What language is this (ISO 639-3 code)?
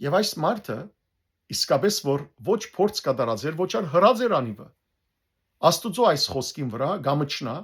hyw